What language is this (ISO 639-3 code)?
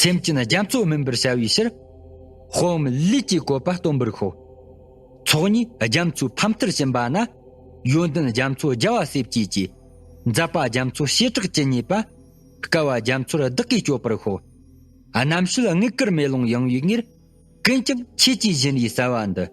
bod